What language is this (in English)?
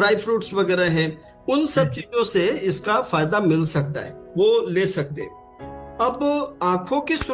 Hindi